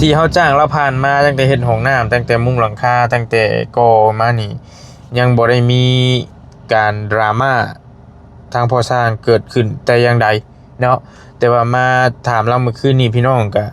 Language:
Lao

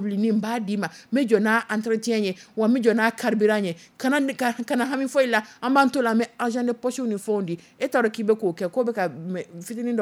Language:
Dyula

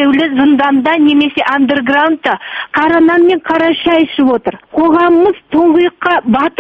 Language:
Kazakh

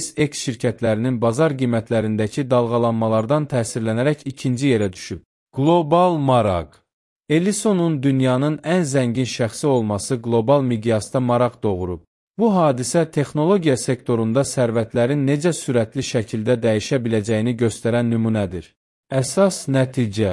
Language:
Azerbaijani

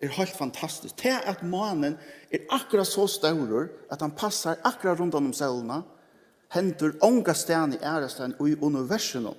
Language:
Faroese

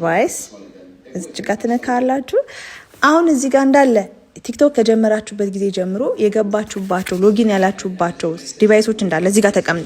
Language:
Amharic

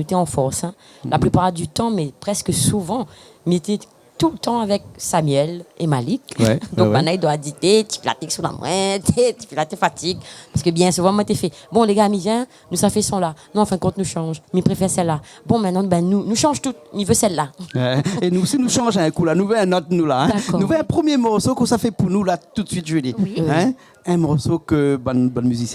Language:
Réunion Creole French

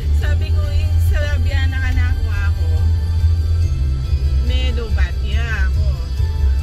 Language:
Filipino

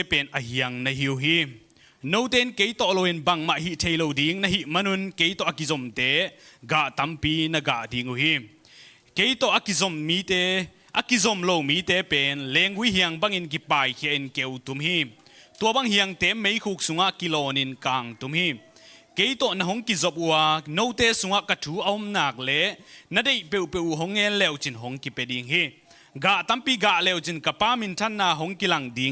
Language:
Tedim Chin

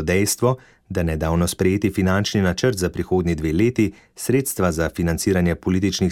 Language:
Slovenian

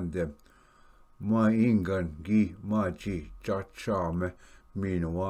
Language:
Ojibwa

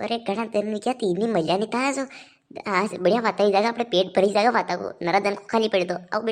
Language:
Rajasthani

